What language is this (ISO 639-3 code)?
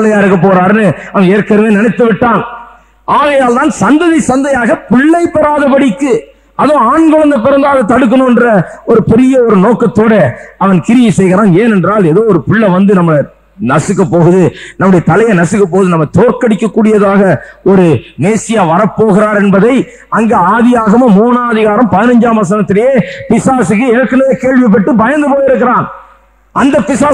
tam